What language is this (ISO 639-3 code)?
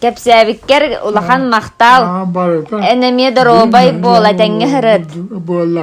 sah